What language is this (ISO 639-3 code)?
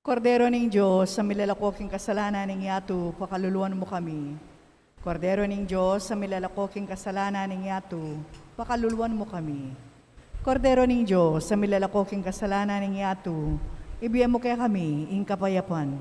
pam